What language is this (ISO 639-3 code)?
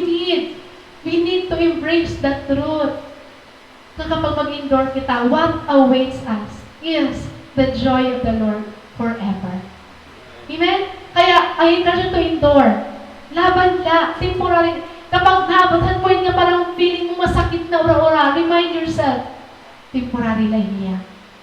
war